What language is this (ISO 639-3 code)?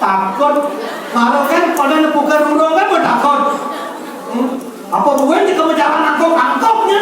ban